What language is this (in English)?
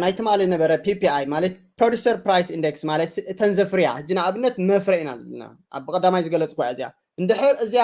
Tigrinya